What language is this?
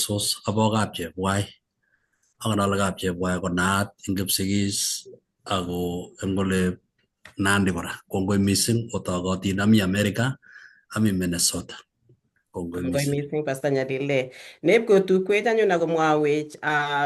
Kalenjin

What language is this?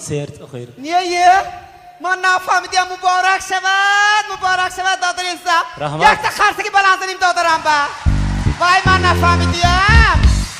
Tajik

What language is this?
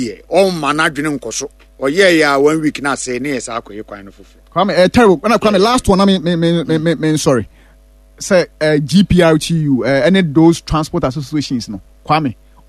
Akan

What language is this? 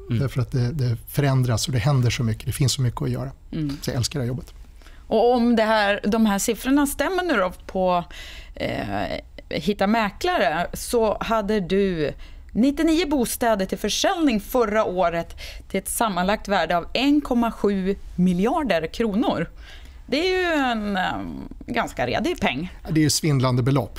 Swedish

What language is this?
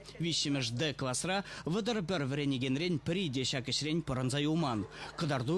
Chuvash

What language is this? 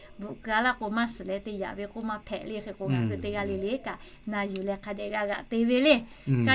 Lahu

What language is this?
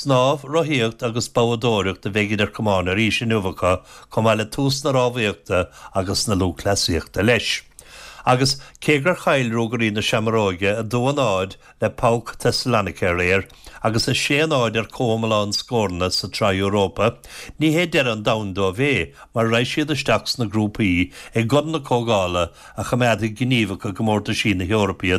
Irish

